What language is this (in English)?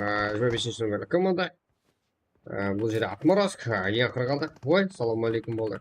Kara-Kalpak